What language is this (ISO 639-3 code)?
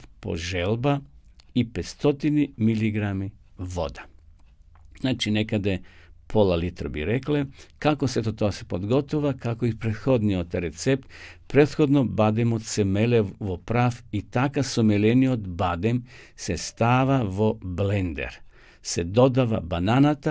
mkd